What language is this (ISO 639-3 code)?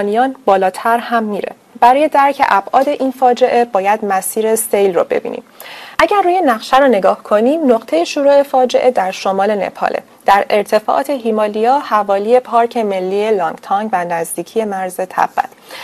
fas